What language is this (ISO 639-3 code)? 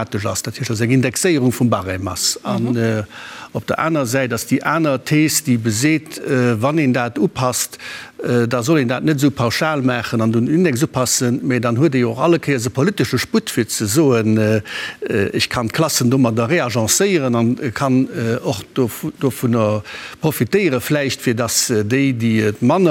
ltz